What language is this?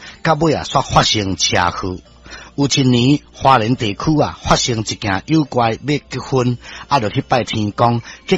Min Nan Chinese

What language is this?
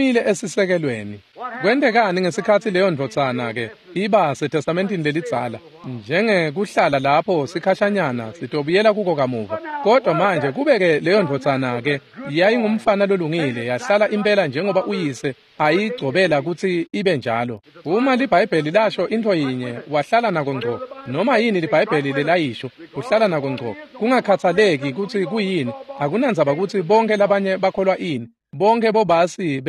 Swati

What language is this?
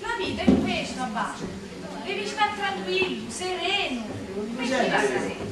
Sicilian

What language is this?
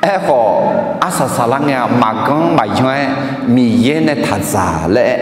Akha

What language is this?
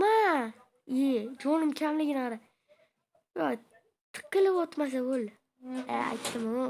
Uzbek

